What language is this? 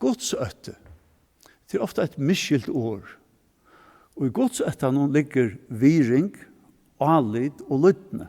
Faroese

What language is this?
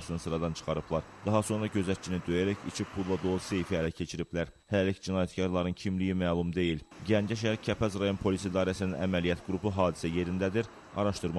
Azerbaijani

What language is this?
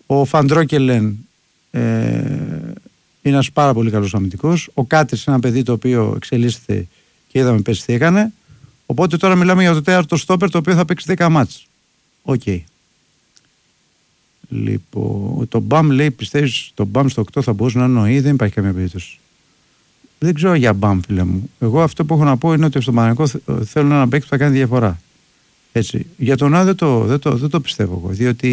Greek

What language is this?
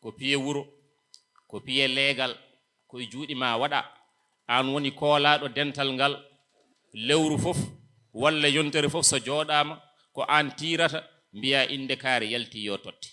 Fula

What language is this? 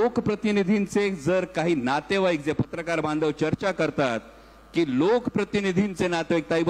Marathi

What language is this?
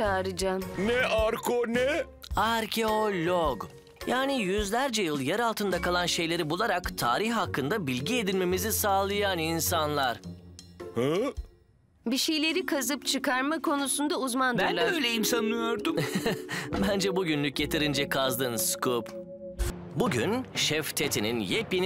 Turkish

